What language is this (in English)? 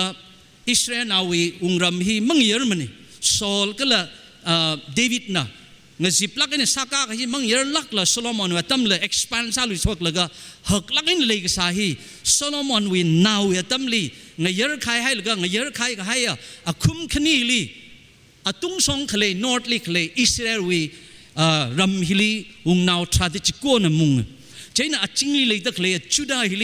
Tangkhul Naga (India)